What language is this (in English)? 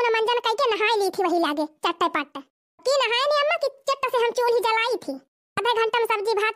Awadhi